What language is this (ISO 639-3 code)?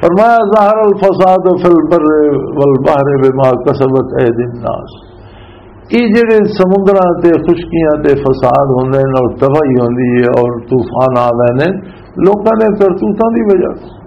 lah